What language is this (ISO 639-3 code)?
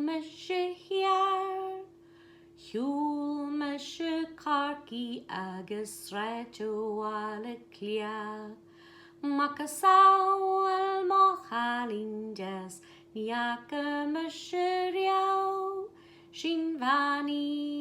gle